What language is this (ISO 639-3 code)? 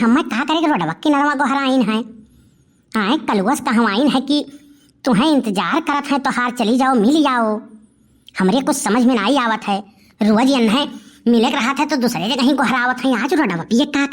awa